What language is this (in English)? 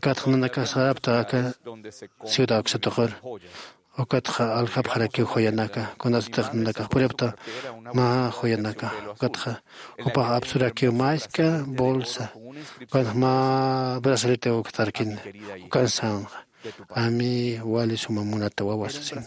Aymara